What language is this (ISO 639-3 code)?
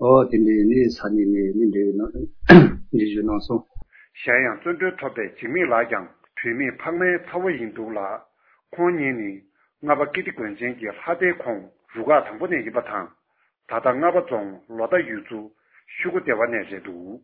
bod